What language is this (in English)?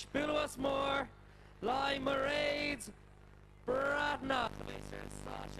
Irish